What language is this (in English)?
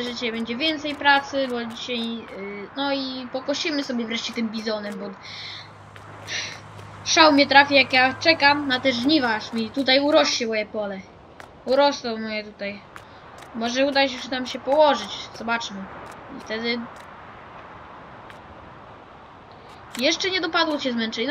Polish